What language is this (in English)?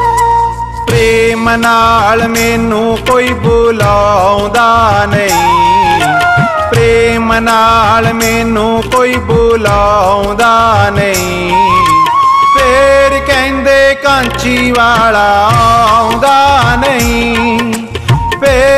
Punjabi